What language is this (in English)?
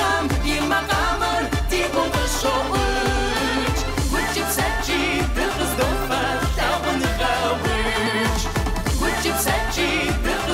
Kabardian